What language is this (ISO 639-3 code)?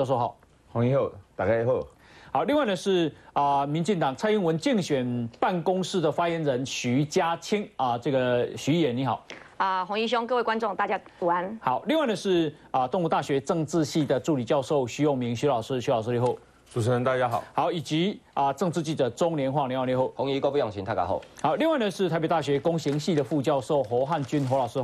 zho